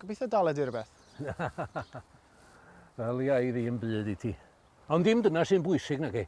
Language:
Welsh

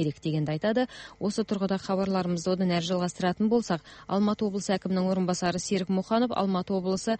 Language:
Kazakh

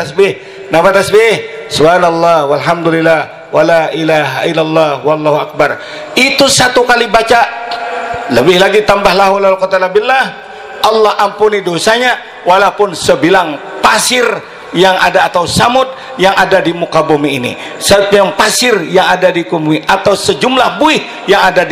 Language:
Banjar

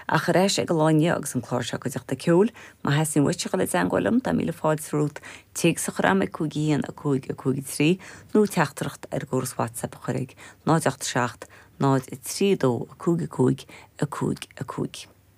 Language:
Irish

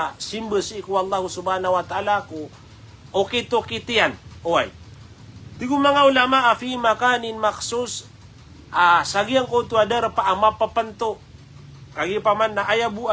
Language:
Maranao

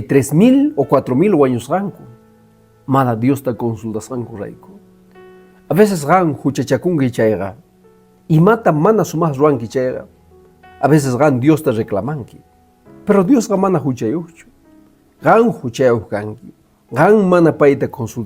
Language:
Quechua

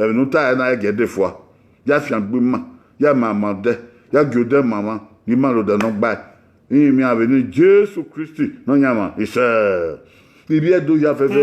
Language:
Bini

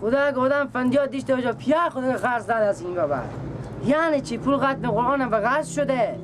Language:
Persian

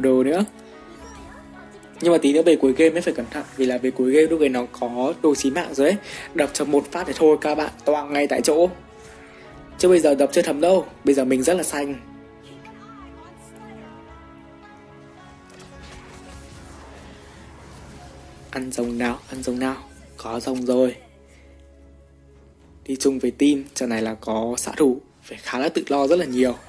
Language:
Vietnamese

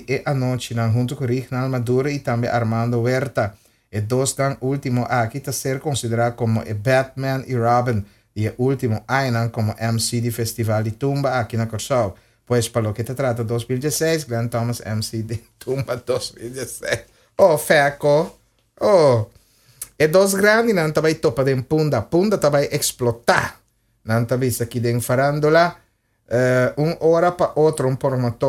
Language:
Papiamento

